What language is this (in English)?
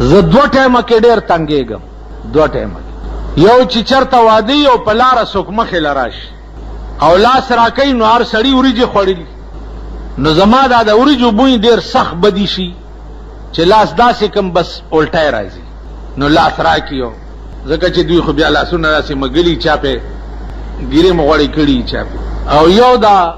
Pashto